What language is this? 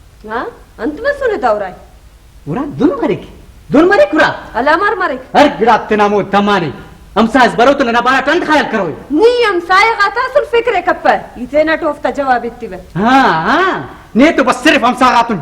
Brahui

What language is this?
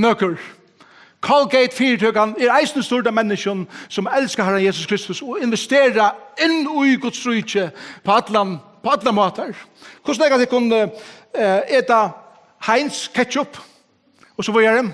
Faroese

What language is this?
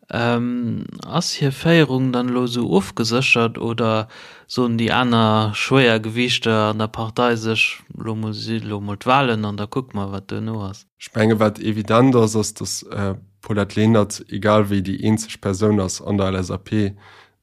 Luxembourgish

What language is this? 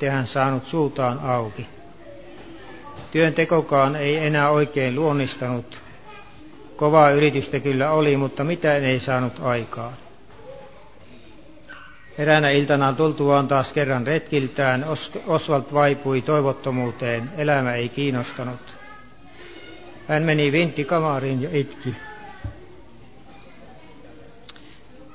Finnish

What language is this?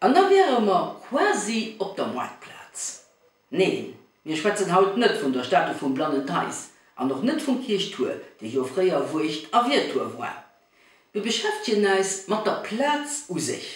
Luxembourgish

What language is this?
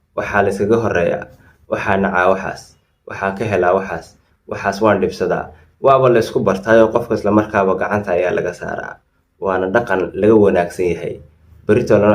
Somali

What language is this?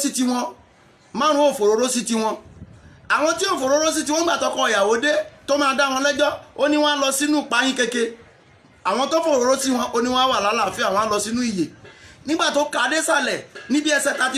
Yoruba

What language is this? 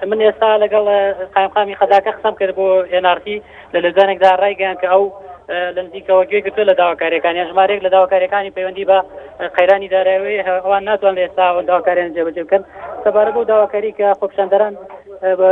Central Kurdish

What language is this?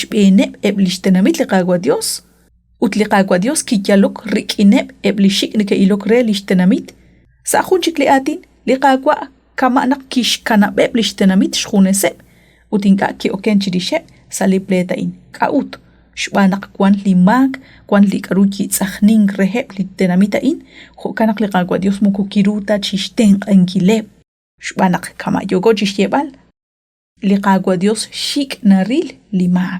Kekchí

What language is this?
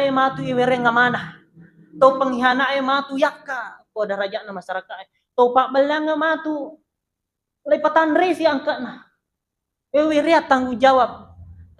Buginese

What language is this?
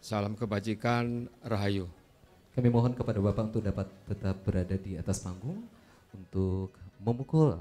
Banjar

